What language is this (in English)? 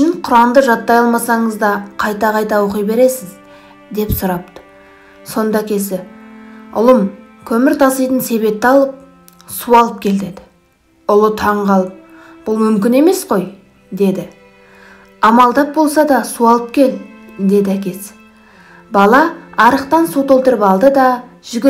Kazakh